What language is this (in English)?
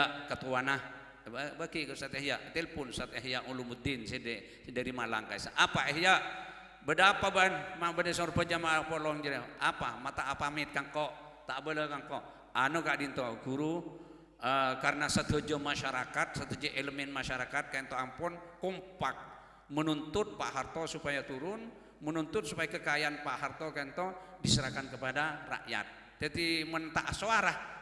Madurese